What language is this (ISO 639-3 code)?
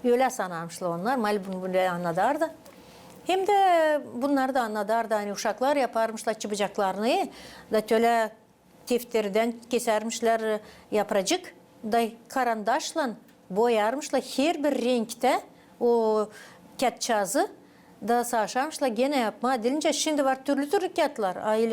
gag